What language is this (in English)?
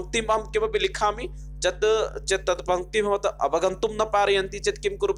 Sanskrit